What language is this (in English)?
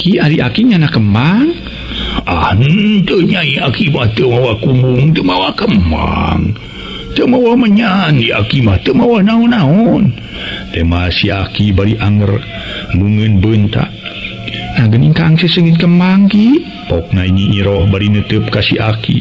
Sundanese